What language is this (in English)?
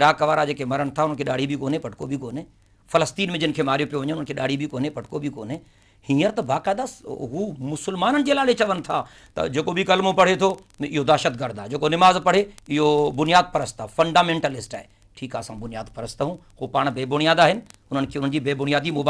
Sindhi